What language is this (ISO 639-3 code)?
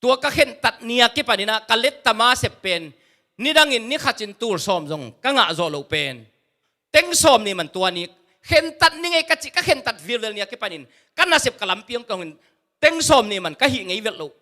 ctd